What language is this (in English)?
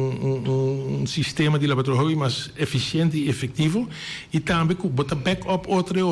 Papiamento